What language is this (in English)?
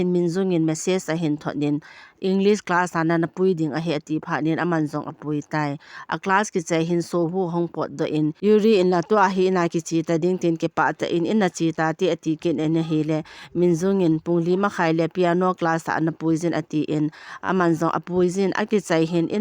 Thado Chin